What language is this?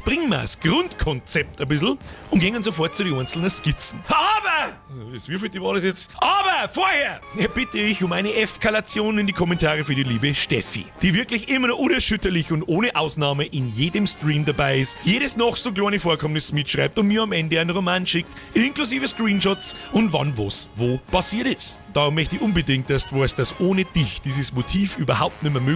Bavarian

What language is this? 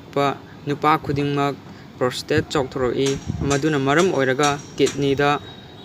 Manipuri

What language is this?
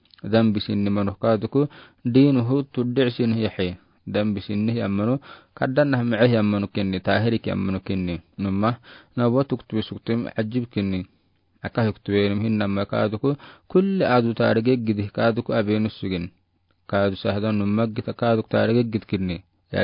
Afar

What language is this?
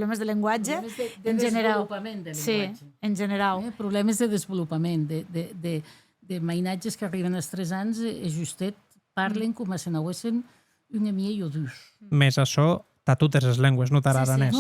Occitan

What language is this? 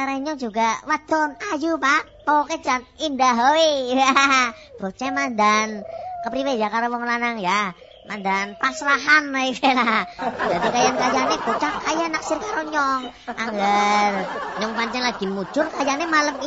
Javanese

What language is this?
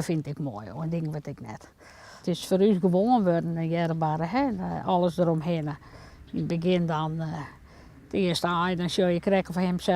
Western Frisian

